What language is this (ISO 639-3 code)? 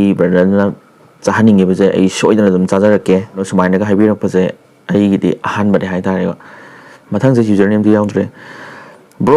mni